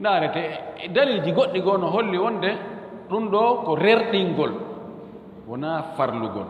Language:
Fula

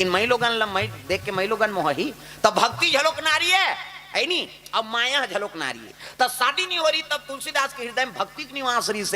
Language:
Chhattisgarhi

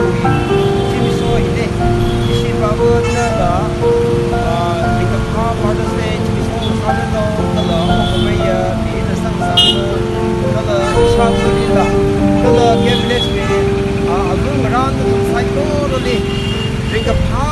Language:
Tangkhul Naga (India)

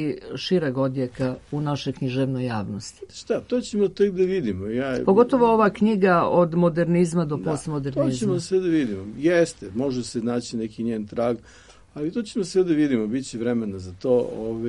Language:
Serbian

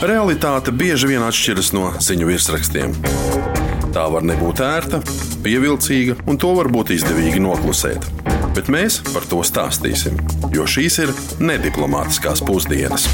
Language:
Latvian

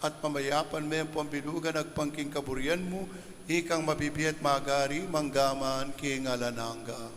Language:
Pampanga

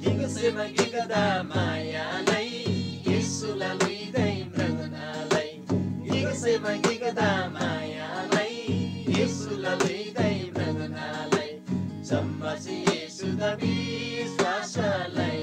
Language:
Eastern Tamang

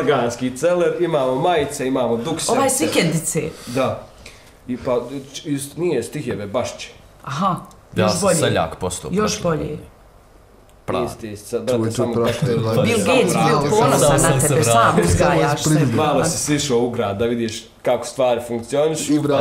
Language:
Bosnian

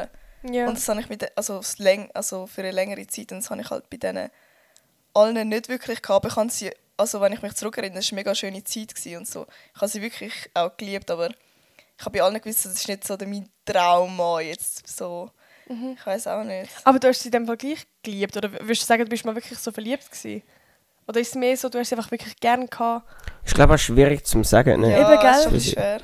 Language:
Swiss German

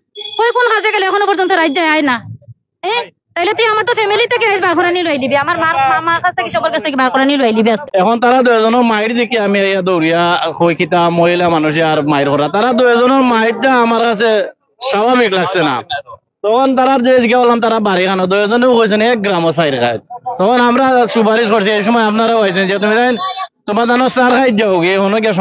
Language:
Sylheti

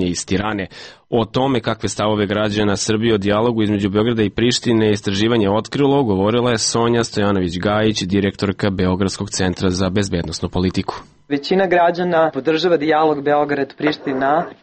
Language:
Serbian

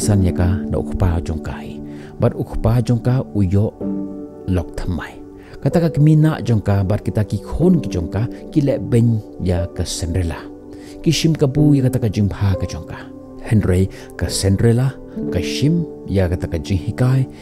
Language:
Khasi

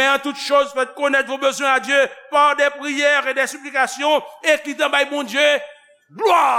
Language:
Haitian Creole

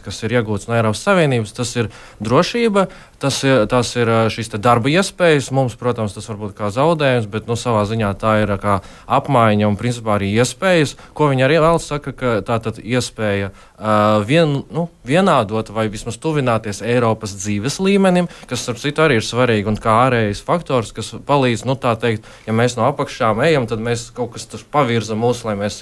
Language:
Latvian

